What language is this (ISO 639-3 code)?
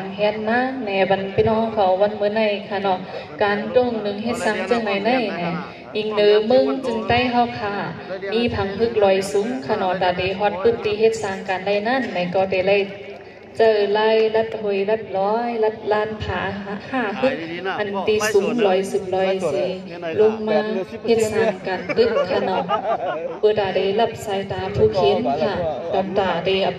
shn